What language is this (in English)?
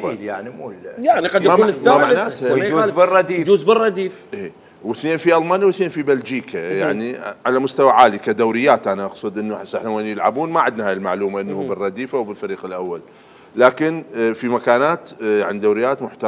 Mesopotamian Arabic